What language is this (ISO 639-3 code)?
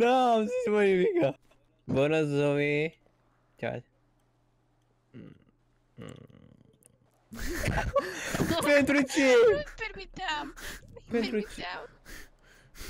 ron